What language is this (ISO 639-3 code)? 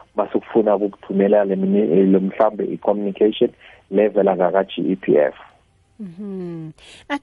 nbl